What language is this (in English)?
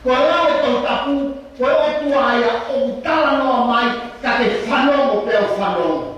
Tongan